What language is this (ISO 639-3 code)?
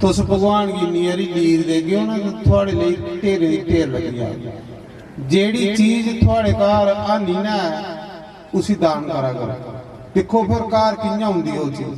doi